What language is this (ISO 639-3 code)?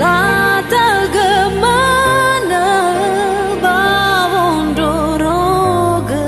nia